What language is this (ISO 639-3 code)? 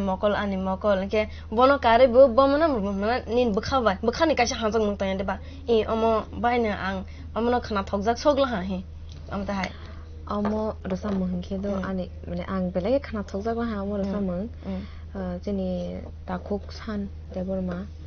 trp